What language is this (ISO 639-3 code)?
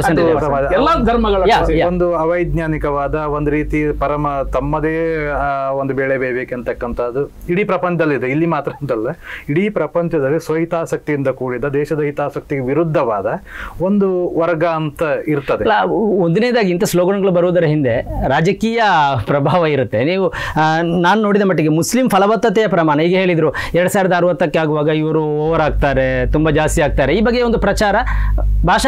kan